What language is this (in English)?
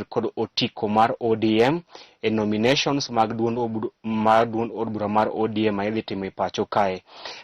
Luo (Kenya and Tanzania)